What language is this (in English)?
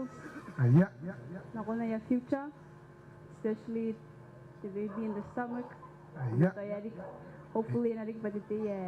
Gilbertese